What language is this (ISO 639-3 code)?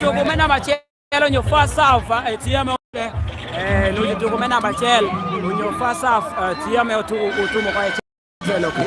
laj